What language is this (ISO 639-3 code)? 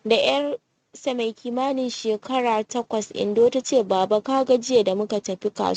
hau